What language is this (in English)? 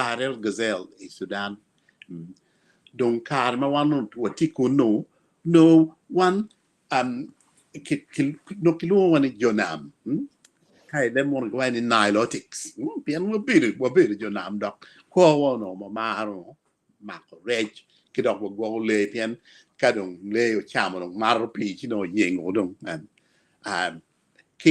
Acoli